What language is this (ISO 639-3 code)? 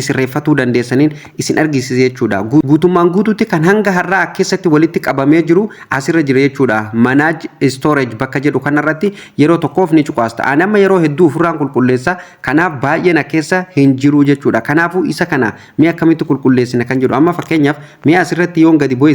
orm